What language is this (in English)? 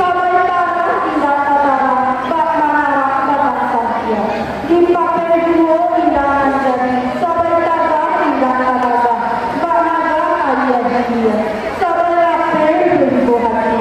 Minangkabau